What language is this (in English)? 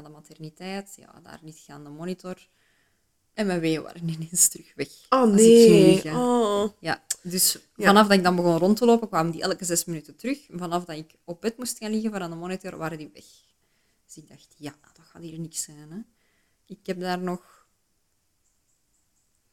Dutch